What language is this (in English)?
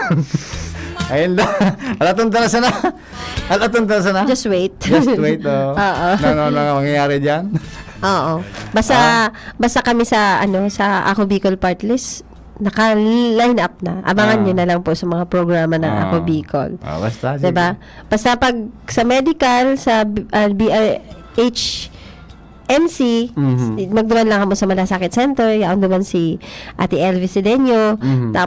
Bikol